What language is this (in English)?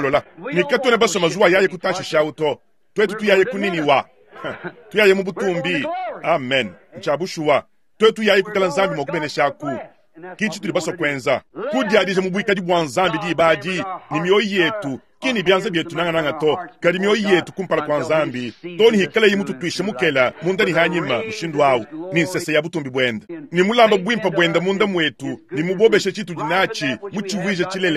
Luba-Lulua